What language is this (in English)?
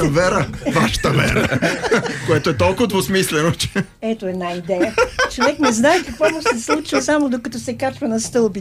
Bulgarian